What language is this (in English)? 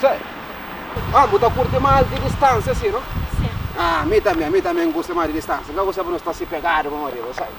Kabuverdianu